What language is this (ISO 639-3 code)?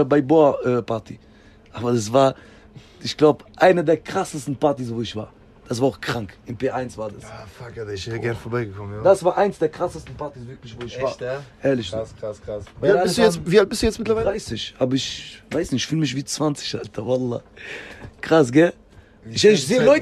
deu